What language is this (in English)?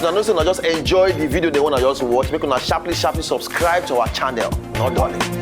Nigerian Pidgin